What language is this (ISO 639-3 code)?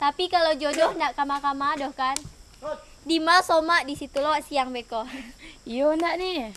min